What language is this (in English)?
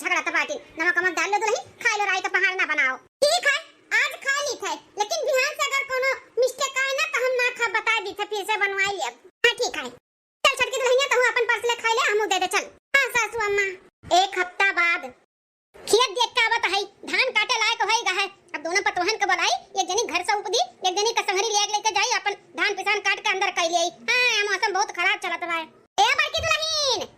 Awadhi